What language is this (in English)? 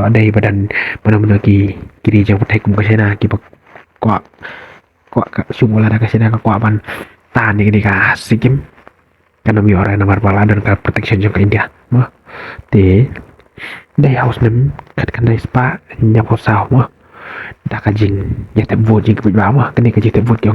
Khasi